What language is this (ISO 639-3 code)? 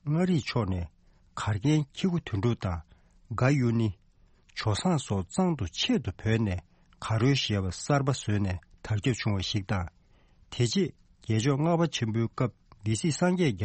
bod